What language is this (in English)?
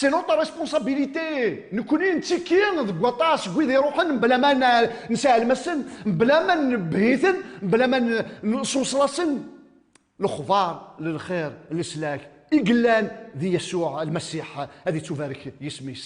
Kabyle